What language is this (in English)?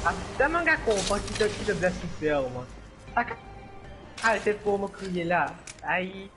Morisyen